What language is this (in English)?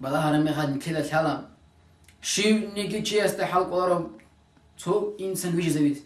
Avaric